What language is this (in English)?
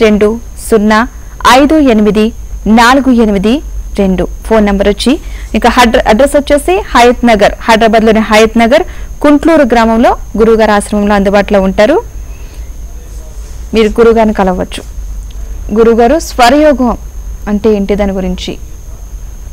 Telugu